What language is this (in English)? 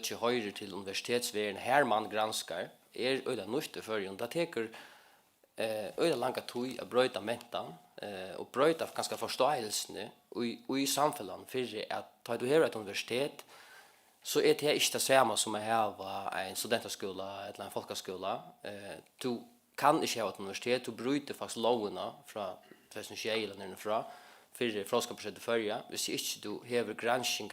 Faroese